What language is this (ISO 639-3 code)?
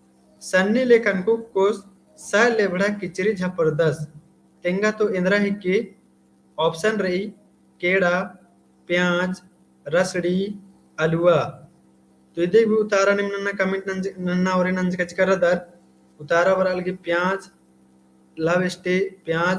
kru